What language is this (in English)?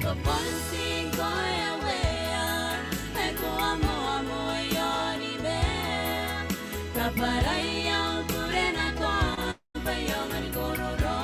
Gilbertese